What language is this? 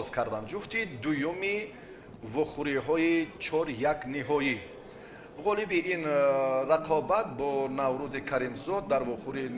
Tajik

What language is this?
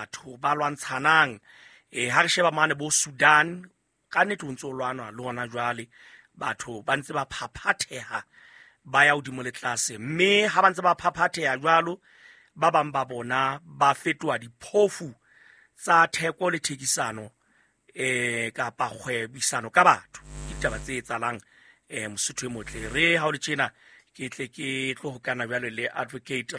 Southern Sotho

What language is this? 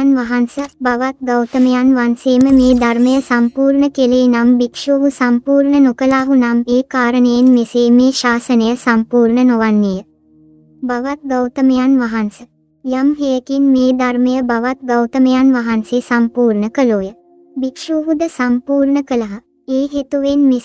Sinhala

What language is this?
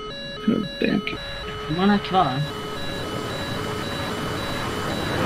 Swedish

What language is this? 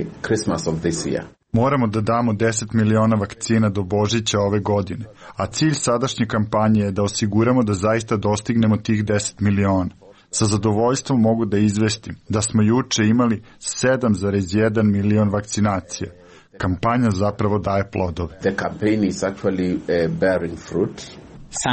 Serbian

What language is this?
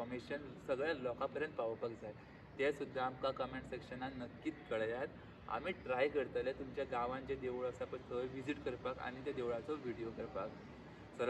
Konkani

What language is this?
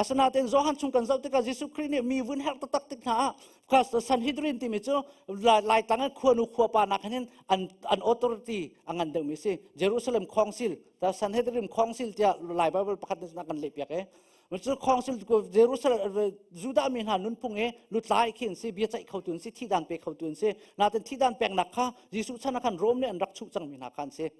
Hakha Chin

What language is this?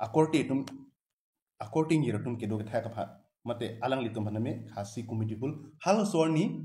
Karbi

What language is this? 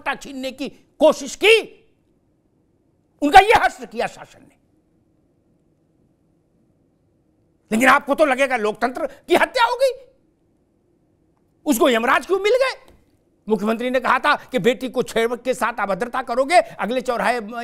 Hindi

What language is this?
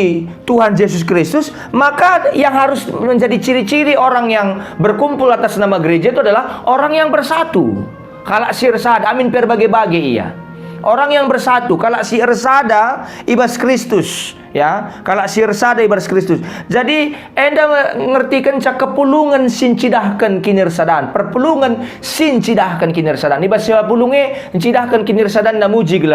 Batak Karo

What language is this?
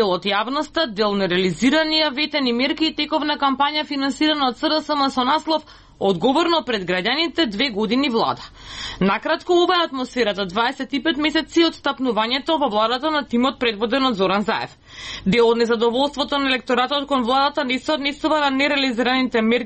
Macedonian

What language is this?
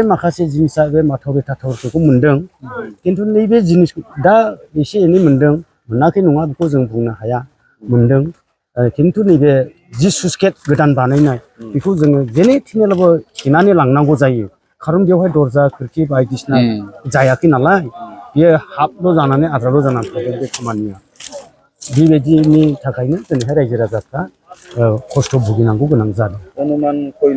Bodo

